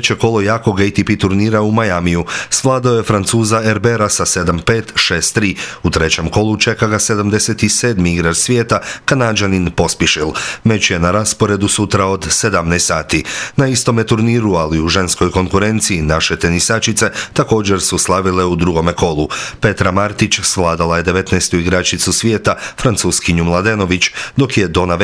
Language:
Croatian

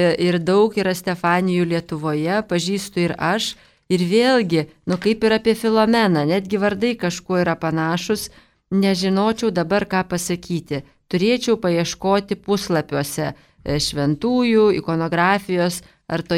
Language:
Lithuanian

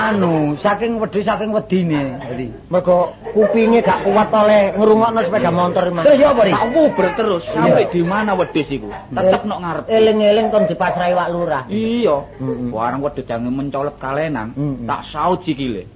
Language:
Javanese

